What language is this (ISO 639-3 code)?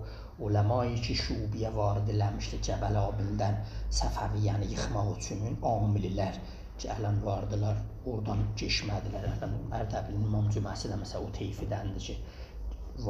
azb